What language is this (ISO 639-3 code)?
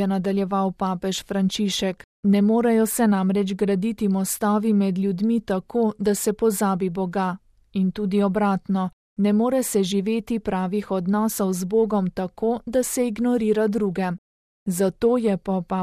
slv